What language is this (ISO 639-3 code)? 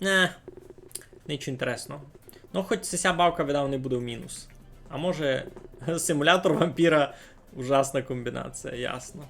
rue